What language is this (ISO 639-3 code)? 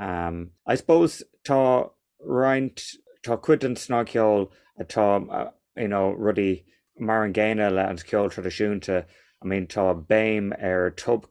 gle